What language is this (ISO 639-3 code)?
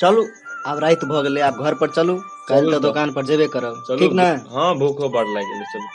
mai